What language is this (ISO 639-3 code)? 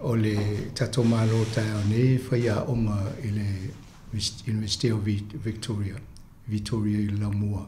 smo